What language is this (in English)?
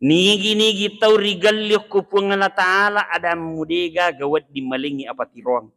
Buginese